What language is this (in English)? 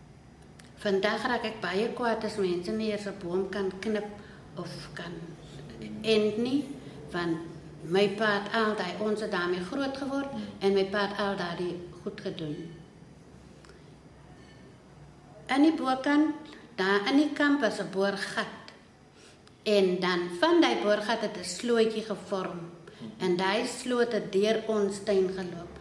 Afrikaans